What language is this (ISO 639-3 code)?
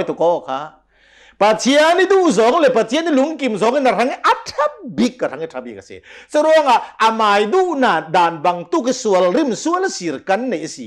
cnh